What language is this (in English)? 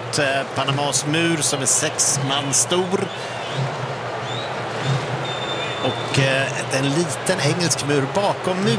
Swedish